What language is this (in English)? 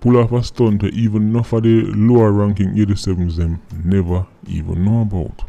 Jamaican Creole English